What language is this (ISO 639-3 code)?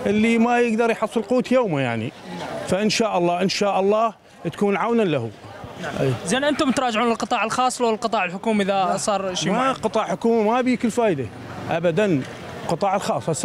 acm